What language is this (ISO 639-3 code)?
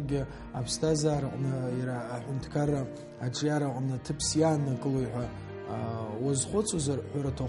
abk